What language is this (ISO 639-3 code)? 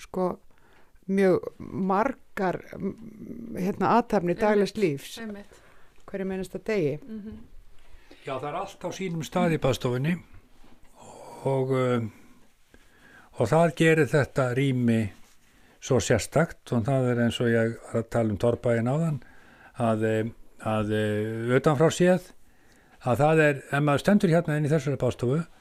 isl